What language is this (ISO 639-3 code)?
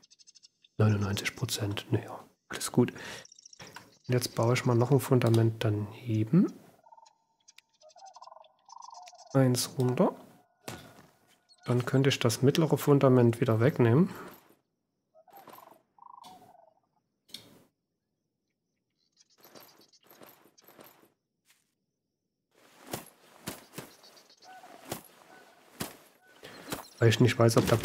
deu